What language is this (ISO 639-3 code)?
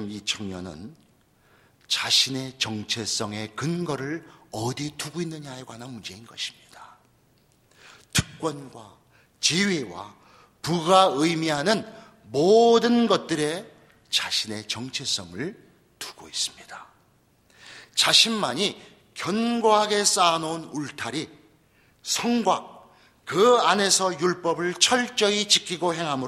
kor